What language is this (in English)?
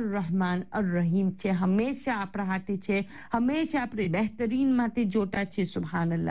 Gujarati